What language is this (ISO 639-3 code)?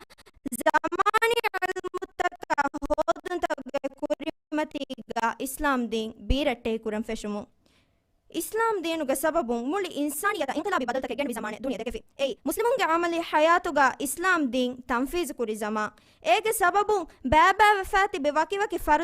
div